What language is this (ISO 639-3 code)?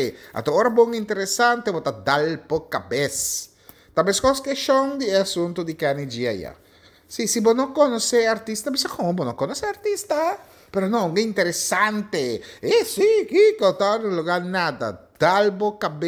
pap